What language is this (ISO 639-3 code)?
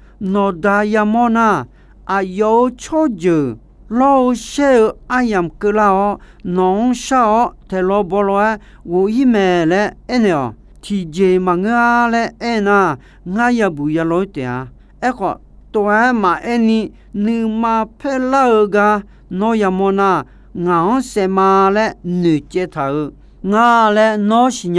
ahk